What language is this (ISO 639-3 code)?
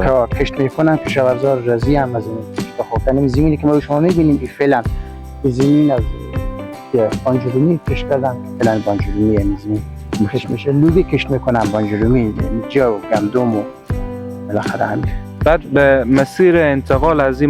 fas